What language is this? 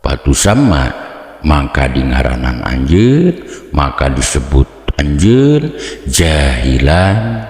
Sundanese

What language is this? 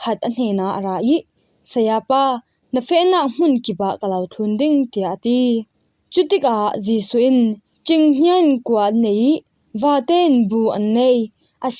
Falam Chin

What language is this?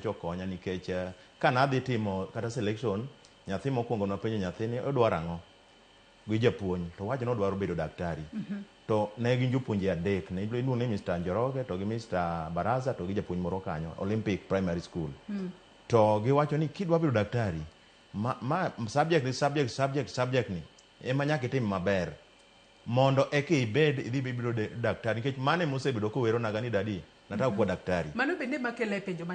Luo (Kenya and Tanzania)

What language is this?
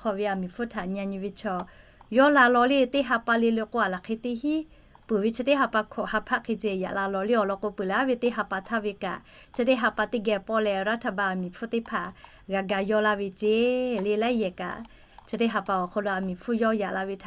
Lahu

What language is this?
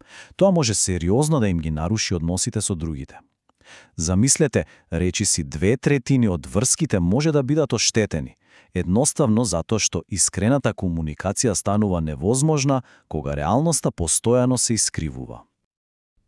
Macedonian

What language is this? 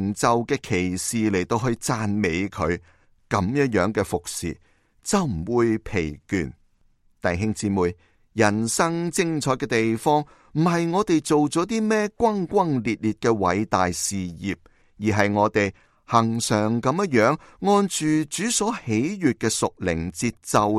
Cantonese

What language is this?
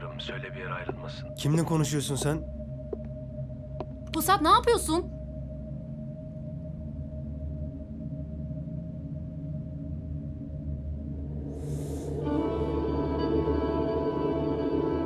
Turkish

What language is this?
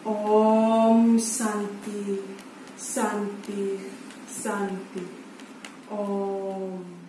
Balinese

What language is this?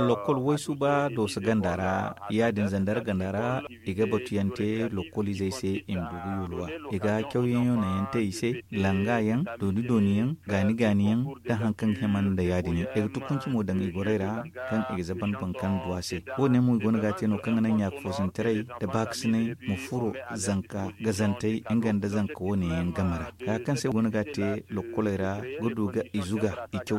Zarma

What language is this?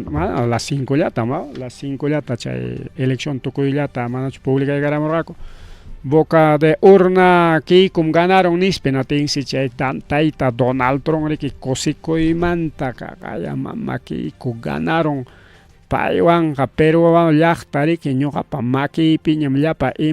Ayacucho Quechua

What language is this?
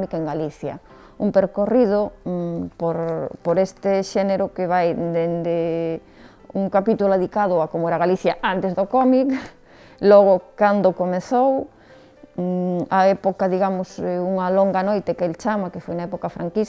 Galician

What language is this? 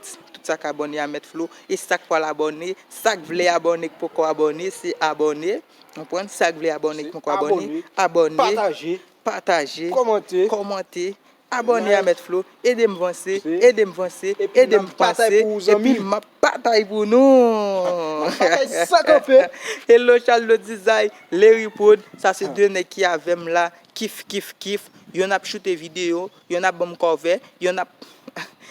Haitian Creole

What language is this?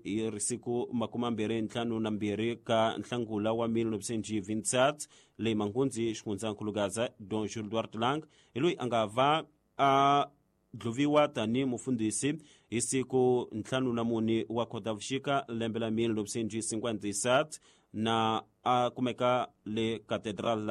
Tsonga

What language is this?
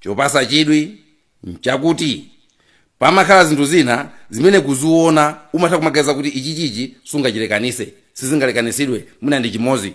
Nyanja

